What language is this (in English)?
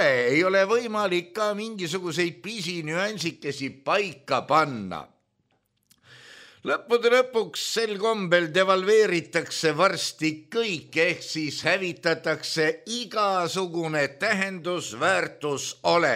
Estonian